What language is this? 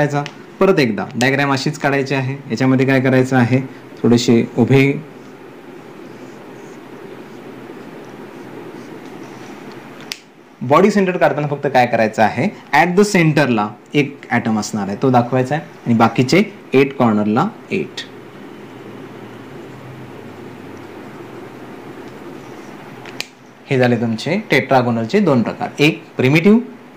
Marathi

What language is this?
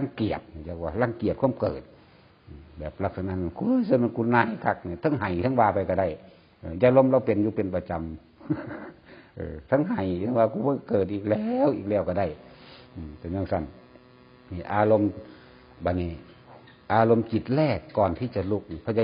Northeastern Thai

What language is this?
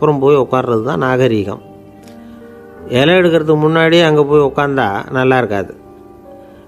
Tamil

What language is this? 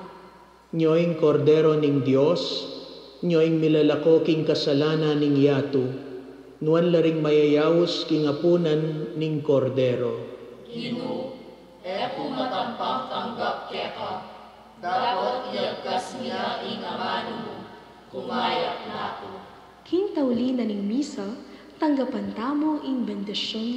Pampanga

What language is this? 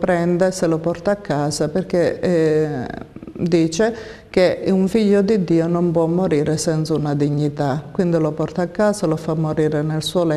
Italian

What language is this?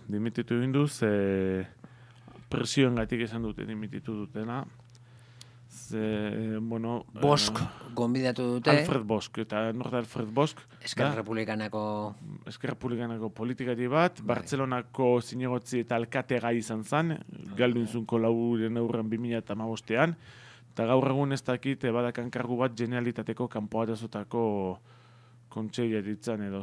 Basque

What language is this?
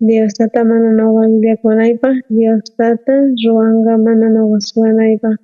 South Bolivian Quechua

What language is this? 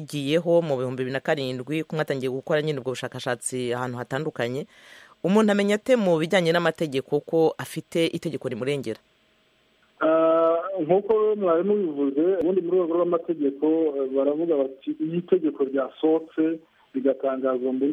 Kinyarwanda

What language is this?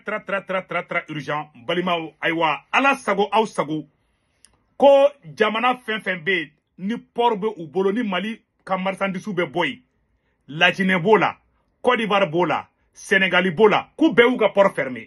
Bambara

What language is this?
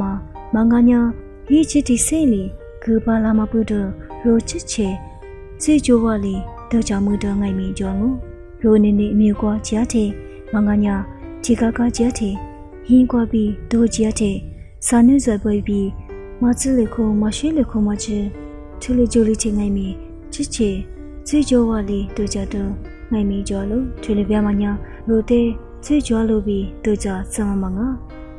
Lisu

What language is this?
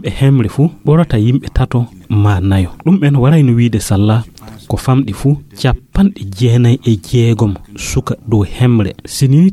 Fula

